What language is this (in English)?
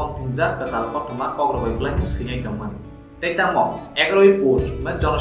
Kok Borok